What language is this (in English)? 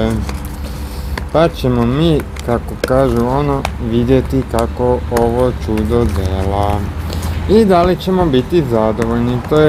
Croatian